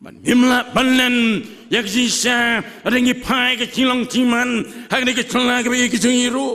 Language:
Khasi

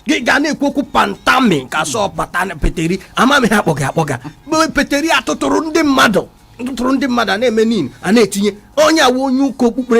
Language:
Igbo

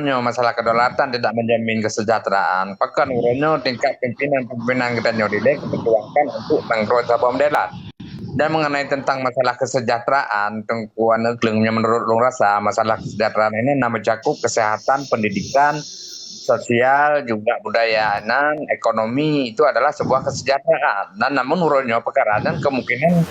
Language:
Achinese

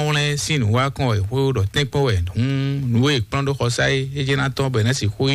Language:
Fon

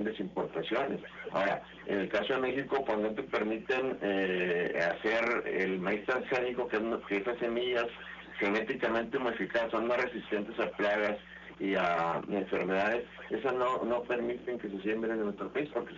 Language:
Spanish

